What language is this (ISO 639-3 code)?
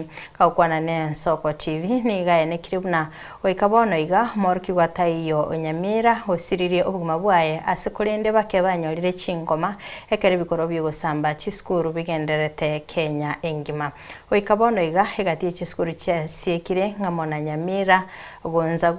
guz